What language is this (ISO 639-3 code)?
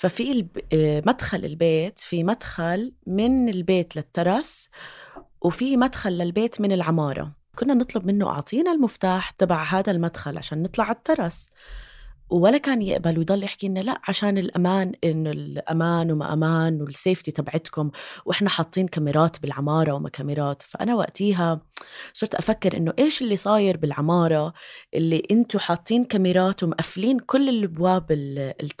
apc